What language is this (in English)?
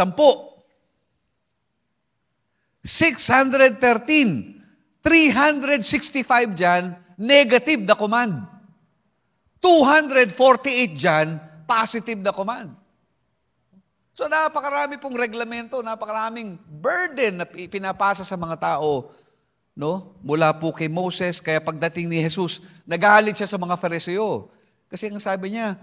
Filipino